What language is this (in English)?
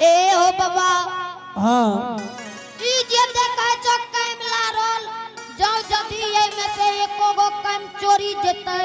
Angika